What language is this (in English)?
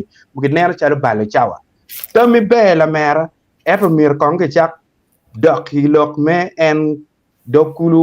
Acoli